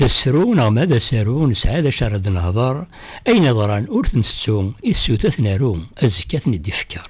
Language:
Kabyle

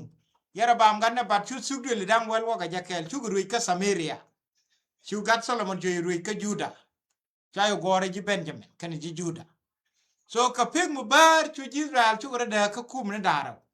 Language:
Nuer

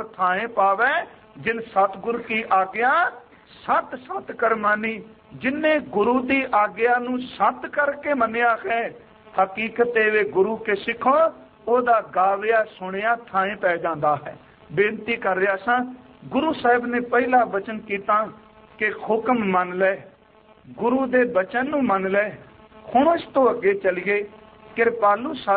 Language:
Punjabi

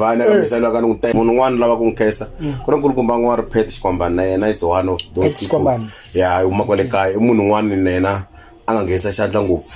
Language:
Tsonga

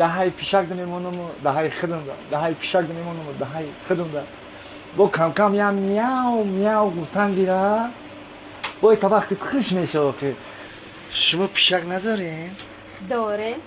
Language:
Tajik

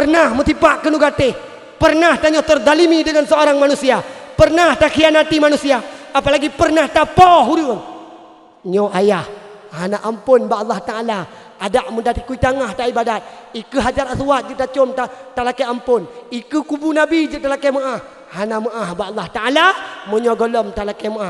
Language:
Achinese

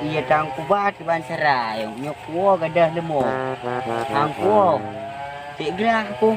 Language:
Achinese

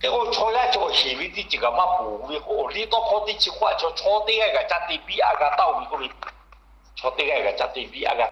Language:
Lahu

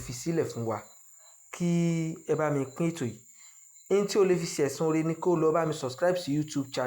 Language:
Yoruba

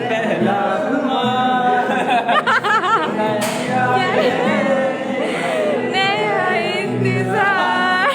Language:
Dimasa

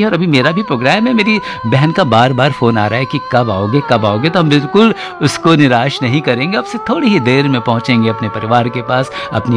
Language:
Hindi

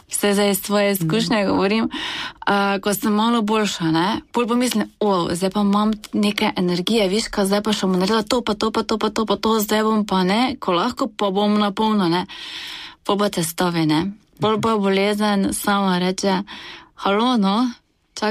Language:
Slovenian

